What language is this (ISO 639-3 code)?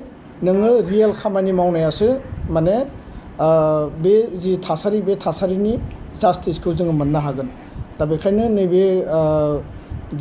brx